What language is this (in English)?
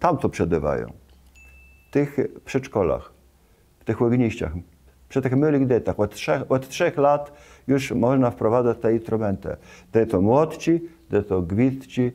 Kashubian